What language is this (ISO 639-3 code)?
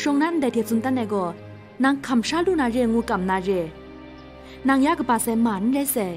kac